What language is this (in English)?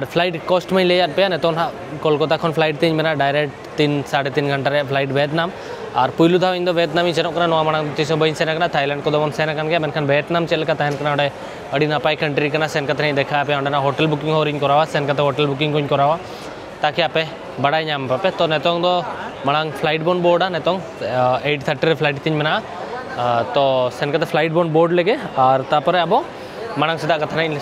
Santali